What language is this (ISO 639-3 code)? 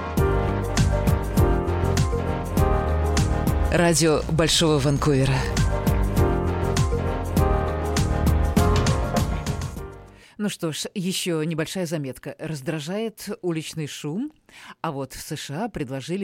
rus